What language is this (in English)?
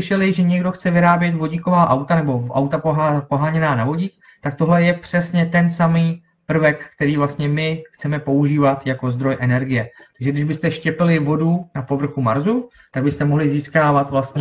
Czech